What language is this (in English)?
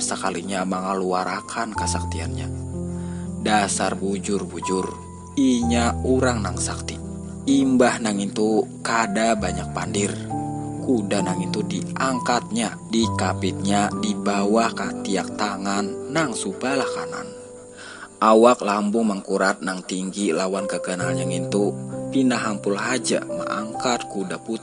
Banjar